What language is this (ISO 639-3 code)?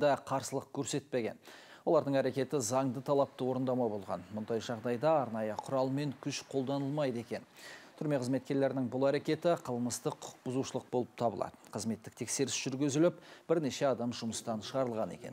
kir